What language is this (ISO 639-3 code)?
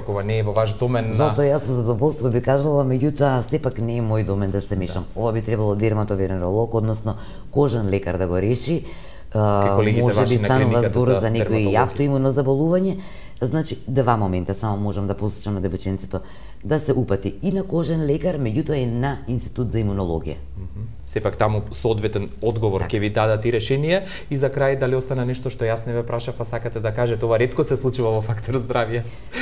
mkd